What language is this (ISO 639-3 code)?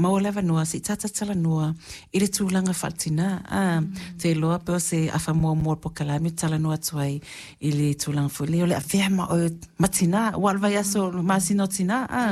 smo